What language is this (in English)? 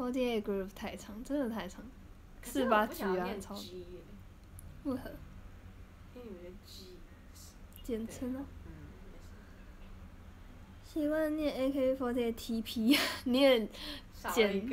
Chinese